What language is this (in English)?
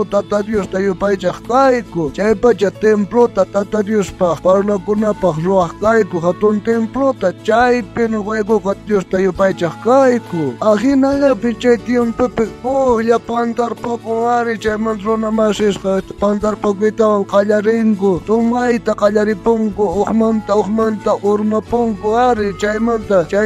South Bolivian Quechua